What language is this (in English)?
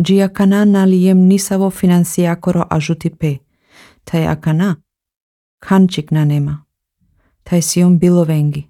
Slovenian